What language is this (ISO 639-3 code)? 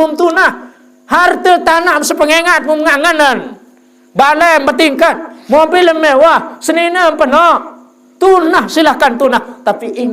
sas